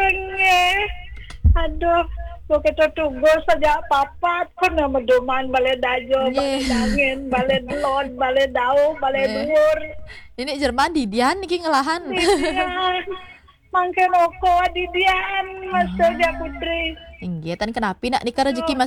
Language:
Balinese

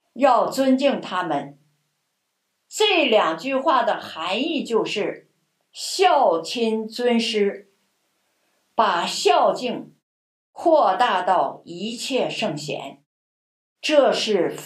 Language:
Chinese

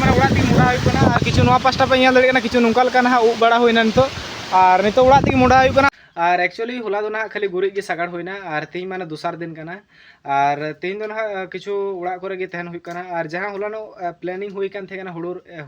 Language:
Santali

